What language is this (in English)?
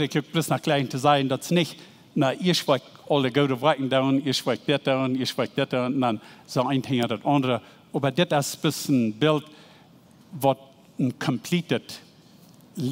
Plautdietsch